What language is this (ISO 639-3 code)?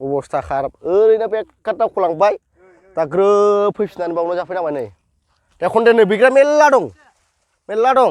brx